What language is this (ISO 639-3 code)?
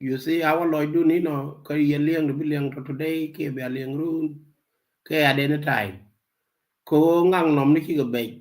nus